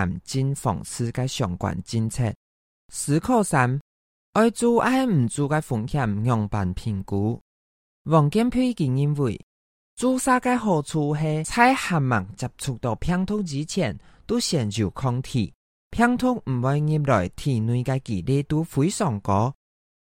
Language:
Hakka Chinese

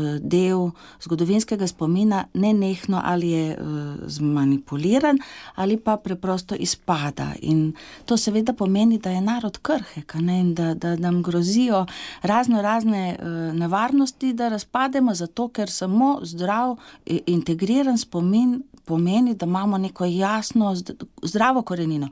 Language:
Slovenian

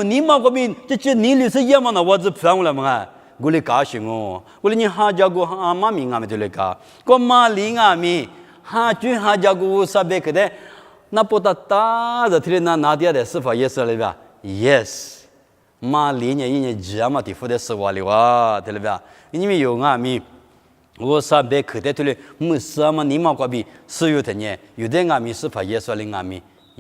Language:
Lisu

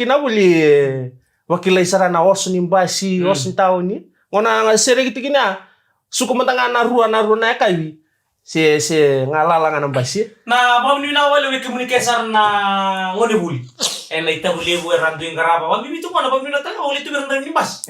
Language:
Fijian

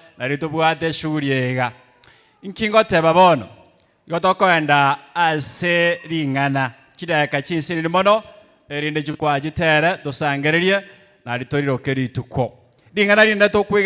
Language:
Gusii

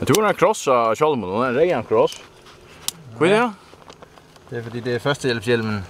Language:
Faroese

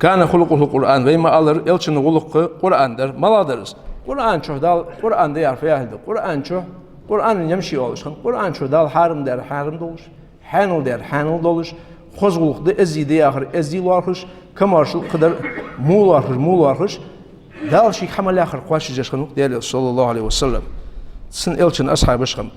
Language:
Ingush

